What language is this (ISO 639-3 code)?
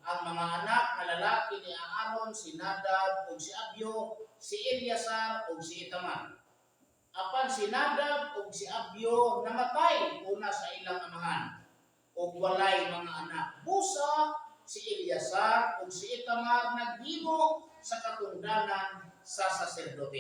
ceb